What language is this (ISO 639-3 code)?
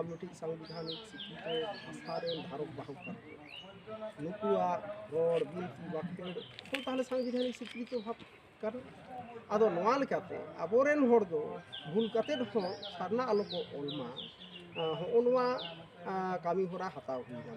sat